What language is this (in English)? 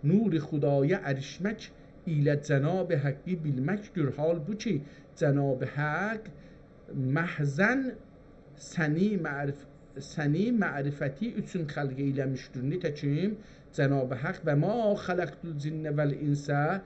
South Azerbaijani